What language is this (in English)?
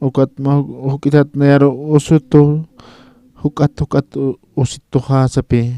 Aymara